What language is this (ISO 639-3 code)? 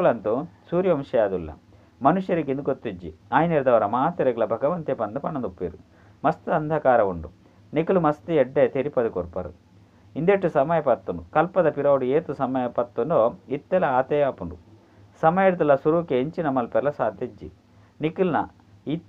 tcy